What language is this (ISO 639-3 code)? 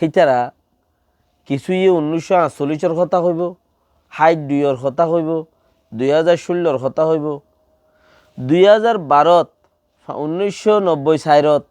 rhg